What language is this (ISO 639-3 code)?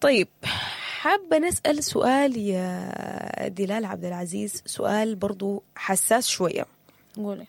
apd